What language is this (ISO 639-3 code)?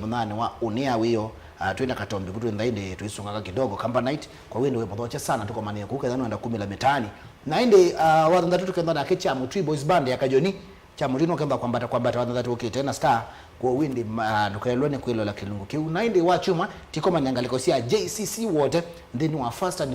kam